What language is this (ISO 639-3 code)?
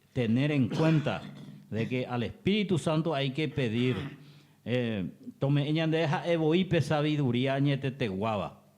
grn